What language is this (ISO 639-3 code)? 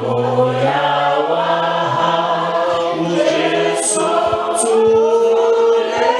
sot